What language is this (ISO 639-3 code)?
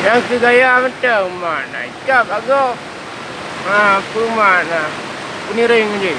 ace